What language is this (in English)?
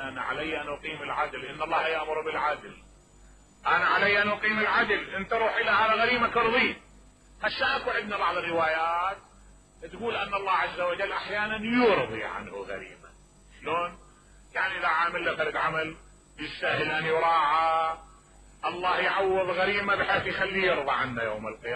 Mesopotamian Arabic